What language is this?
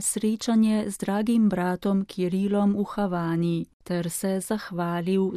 Slovenian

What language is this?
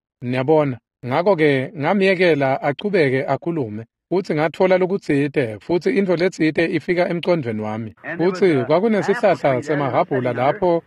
Swati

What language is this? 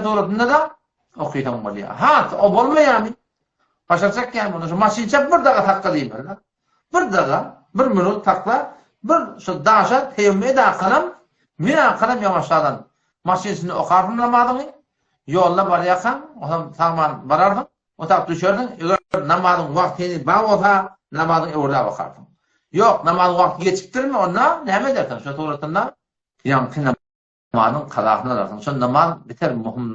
Turkmen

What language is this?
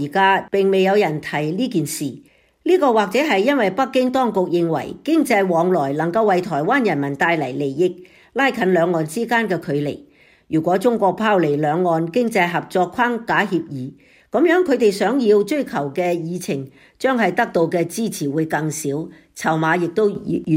Cantonese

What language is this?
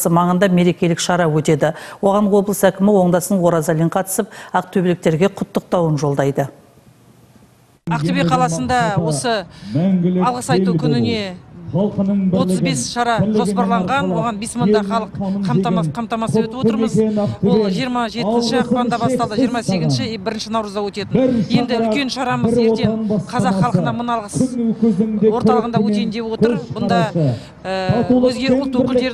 Kazakh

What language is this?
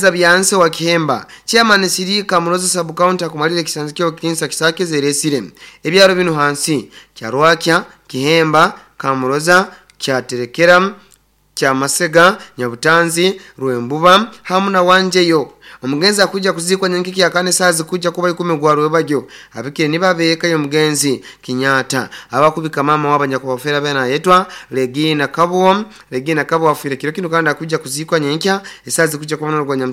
Nyoro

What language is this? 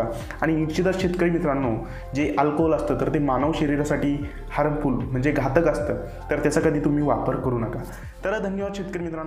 Marathi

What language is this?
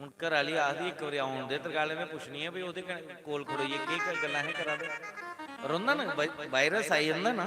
Dogri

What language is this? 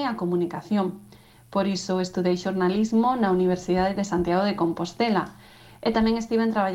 Galician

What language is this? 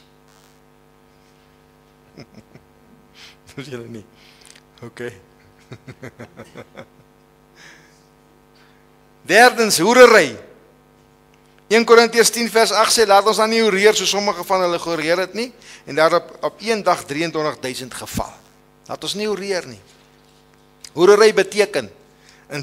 Afrikaans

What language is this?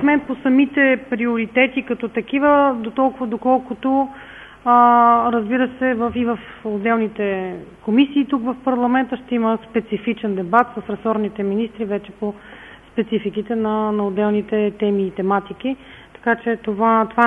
Bulgarian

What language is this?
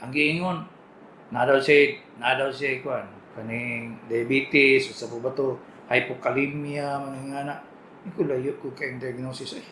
Cebuano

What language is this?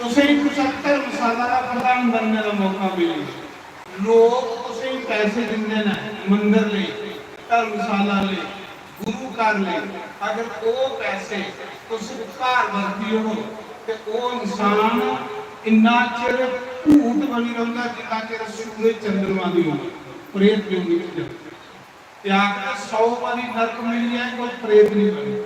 Dogri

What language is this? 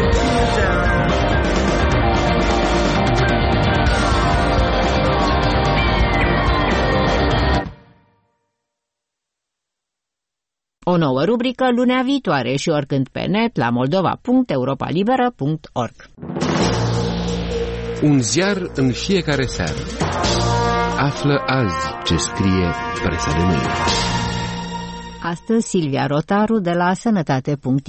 Romanian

